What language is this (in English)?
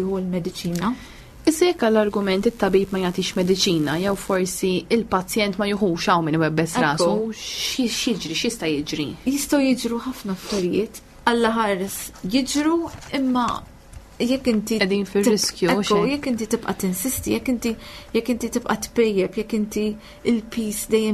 Maltese